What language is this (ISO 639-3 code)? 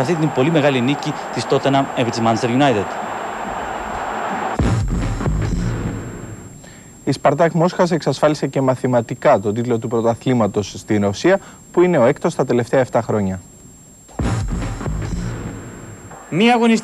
ell